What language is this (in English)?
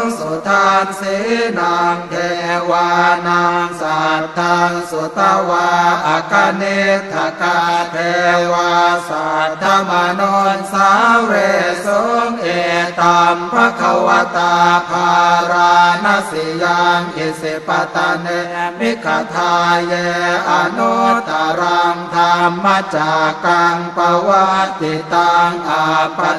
Pali